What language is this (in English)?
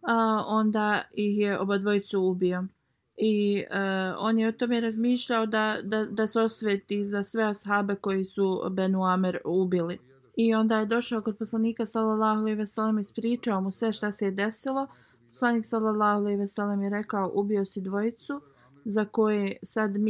Bosnian